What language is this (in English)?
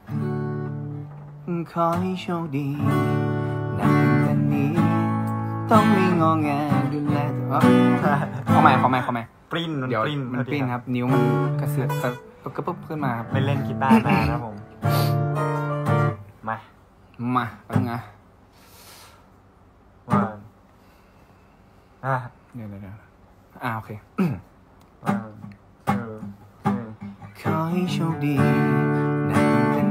Thai